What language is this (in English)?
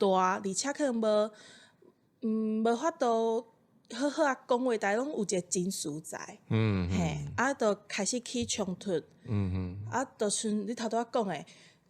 Min Nan Chinese